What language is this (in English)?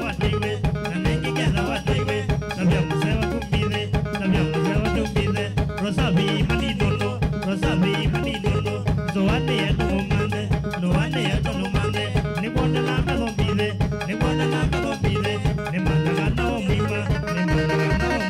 Kamba